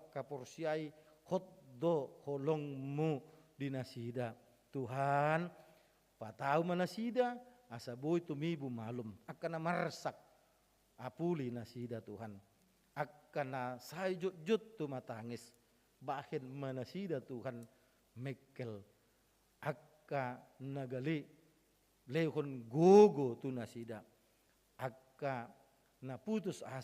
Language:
Batak Toba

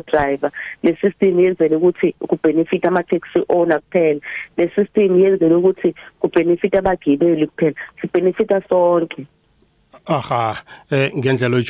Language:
South Ndebele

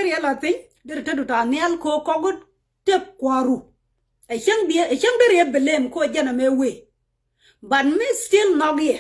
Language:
Nuer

